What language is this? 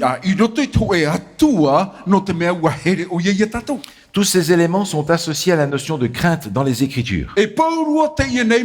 Tahitian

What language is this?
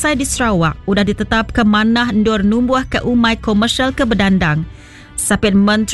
Iban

